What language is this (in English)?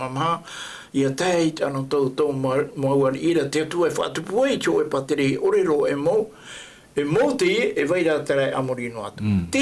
Tahitian